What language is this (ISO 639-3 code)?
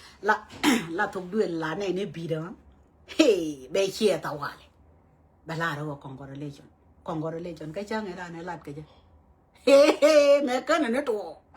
nus